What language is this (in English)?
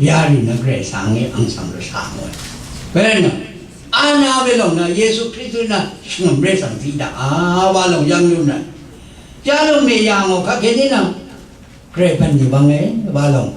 Rawang